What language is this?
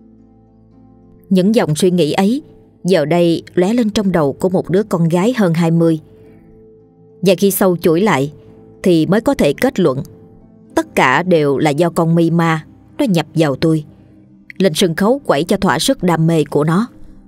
Vietnamese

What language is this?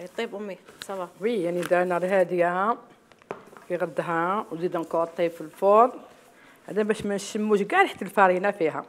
Algerian Arabic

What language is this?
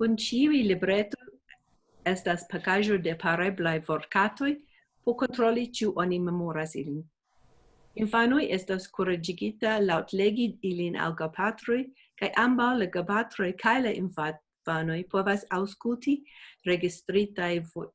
Esperanto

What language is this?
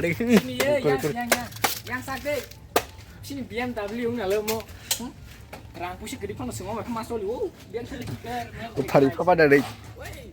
Kok Borok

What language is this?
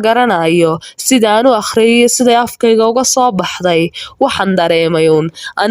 Somali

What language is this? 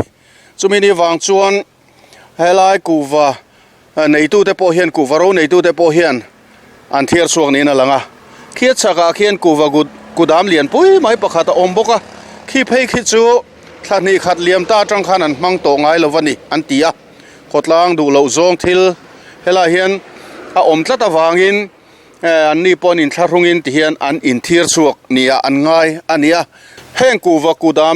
Mizo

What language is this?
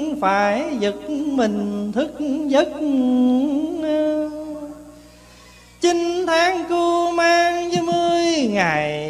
Vietnamese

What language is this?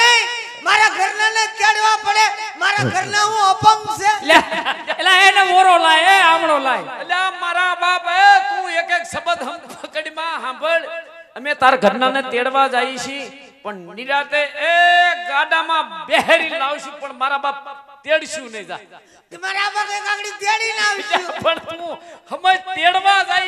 Gujarati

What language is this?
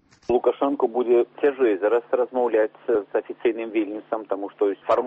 Belarusian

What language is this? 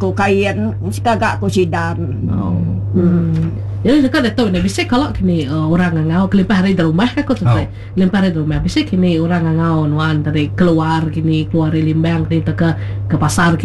Iban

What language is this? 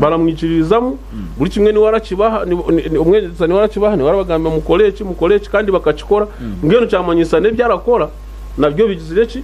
Nyankole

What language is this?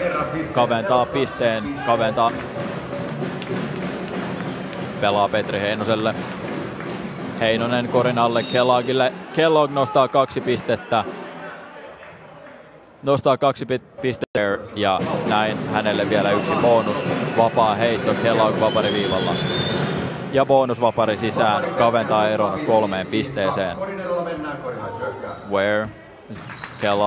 Finnish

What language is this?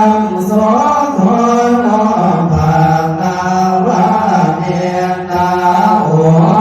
Pali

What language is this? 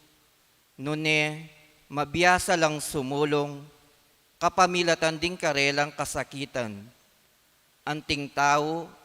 Pampanga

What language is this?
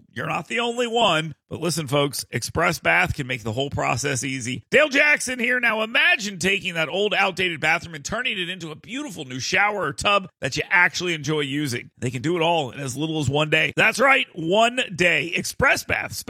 English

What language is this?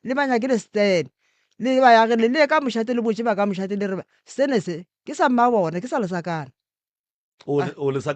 Northern Sotho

